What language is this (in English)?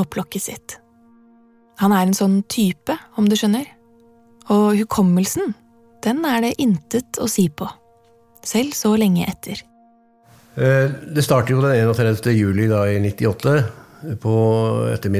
Norwegian